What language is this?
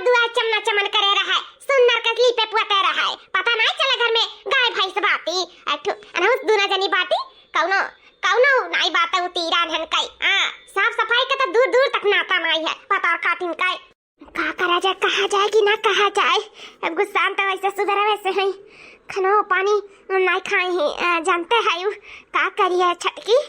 Awadhi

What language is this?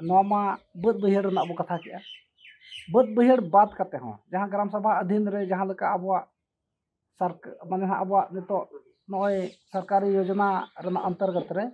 Santali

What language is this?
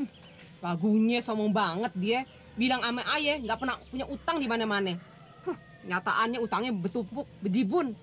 Betawi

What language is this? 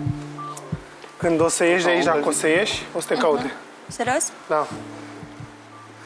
Romanian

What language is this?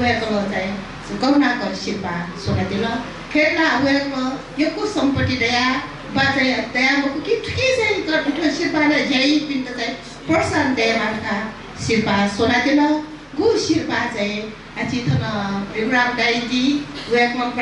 Newari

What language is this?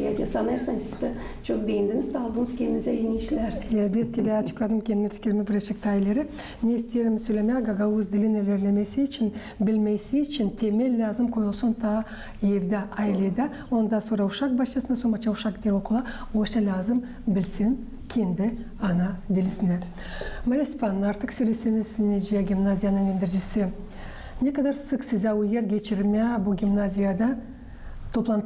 Gagauz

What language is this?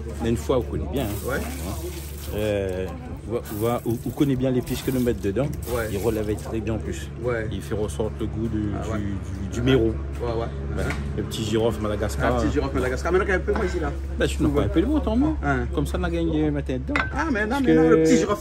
Réunion Creole French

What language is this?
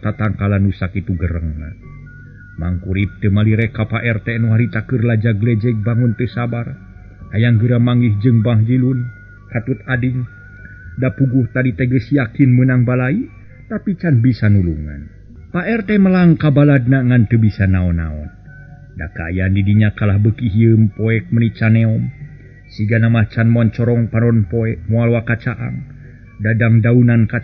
Sundanese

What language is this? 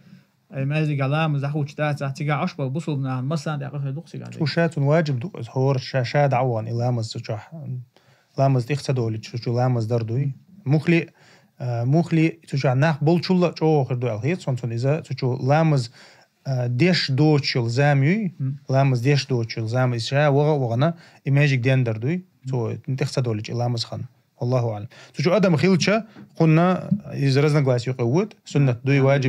Chechen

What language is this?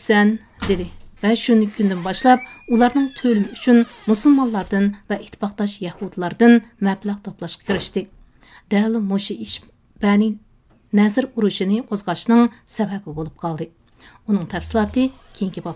Uyghur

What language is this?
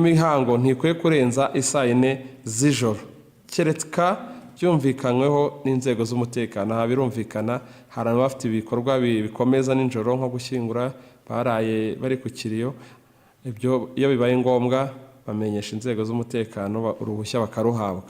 Kinyarwanda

